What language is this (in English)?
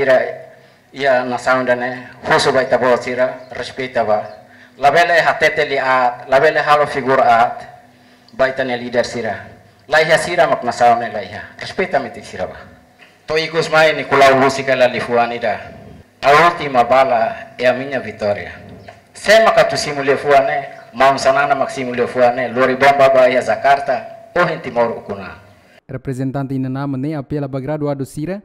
Tetum